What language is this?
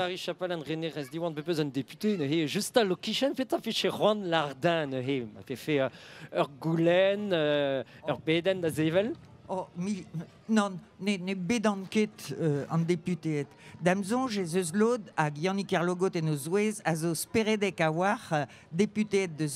Breton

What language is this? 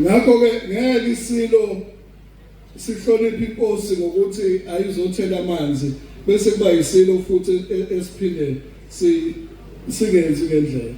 Zulu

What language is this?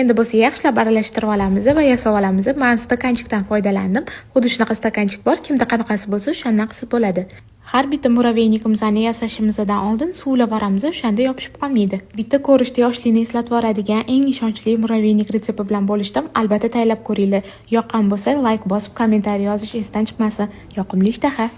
Uzbek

